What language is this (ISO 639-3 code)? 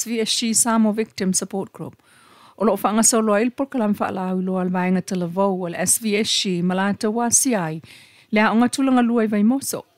smo